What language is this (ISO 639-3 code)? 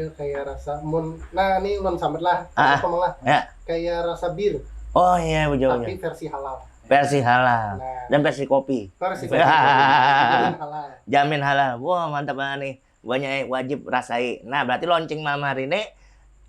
bjn